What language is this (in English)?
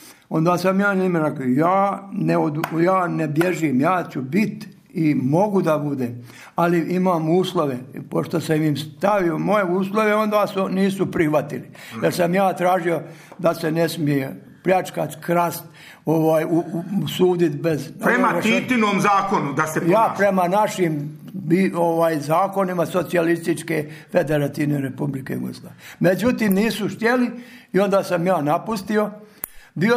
Serbian